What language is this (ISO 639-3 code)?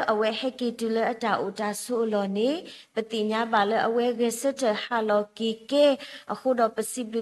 ksw